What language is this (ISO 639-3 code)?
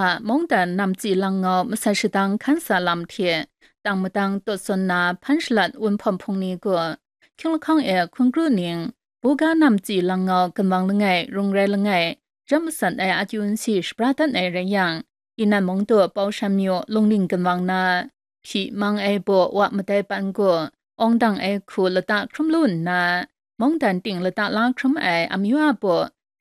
kac